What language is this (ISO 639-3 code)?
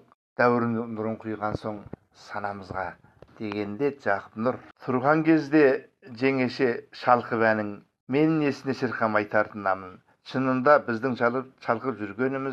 kaz